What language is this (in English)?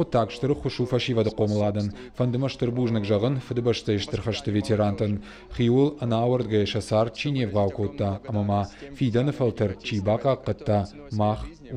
Ossetic